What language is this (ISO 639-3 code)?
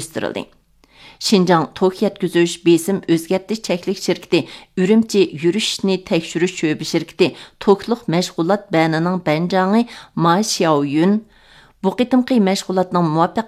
uig